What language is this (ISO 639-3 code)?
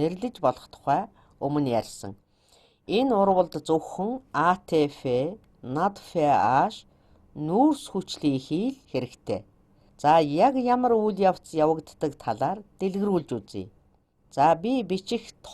mon